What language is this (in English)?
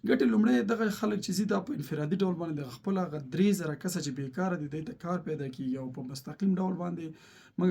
Pashto